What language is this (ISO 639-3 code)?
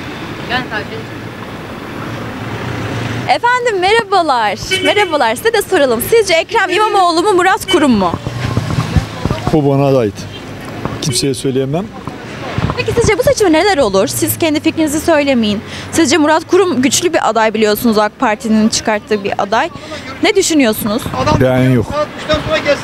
tur